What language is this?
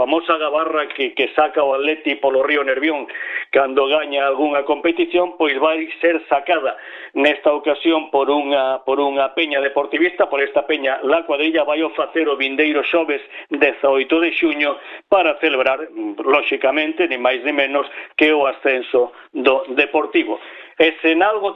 Galician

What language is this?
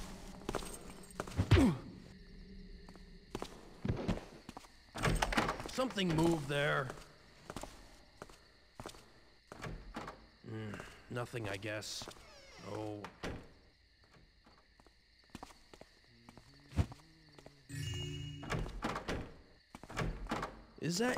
English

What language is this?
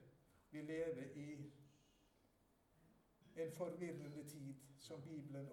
Norwegian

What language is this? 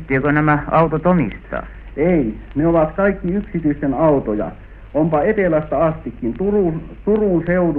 Finnish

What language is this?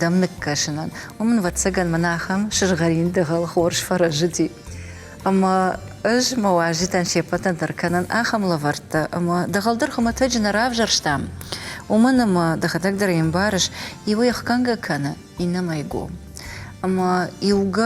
Ossetic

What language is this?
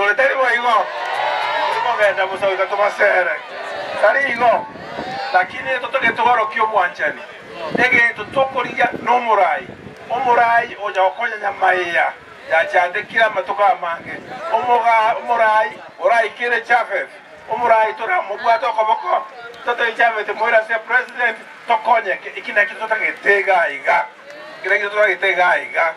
Gusii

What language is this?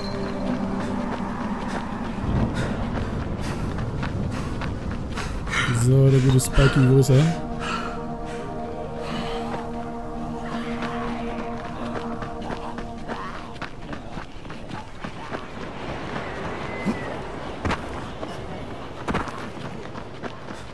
German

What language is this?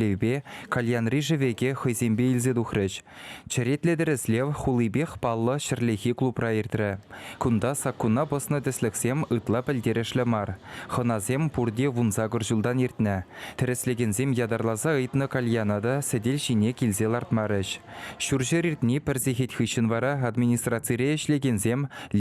Chuvash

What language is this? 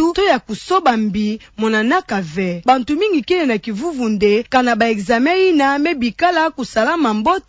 Kituba (Democratic Republic of Congo)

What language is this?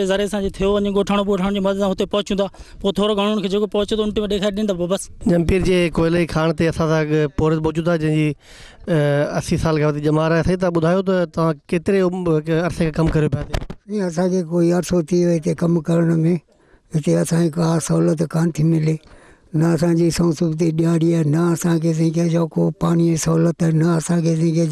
Sindhi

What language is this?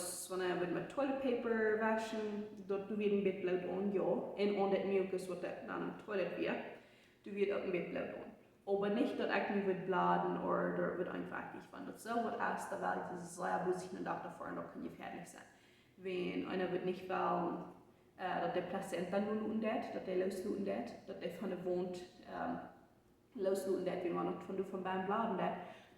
Plautdietsch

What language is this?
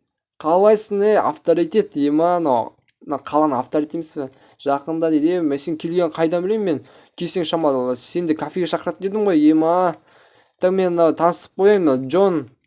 Kazakh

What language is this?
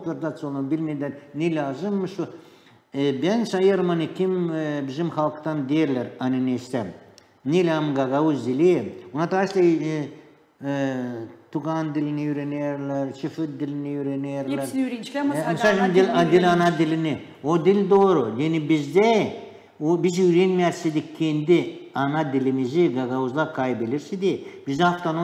Gagauz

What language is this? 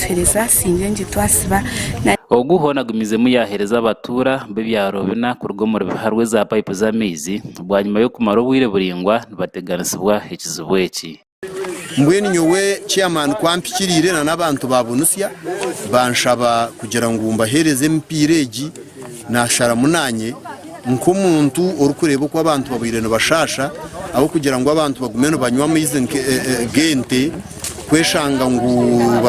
Nyankole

